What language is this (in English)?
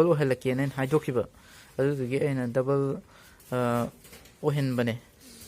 Manipuri